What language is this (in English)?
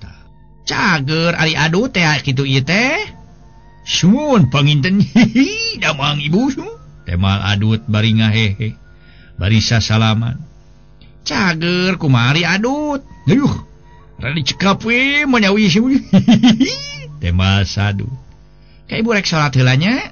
Sundanese